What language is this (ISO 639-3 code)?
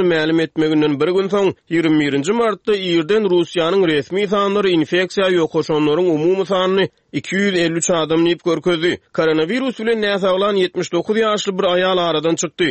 tuk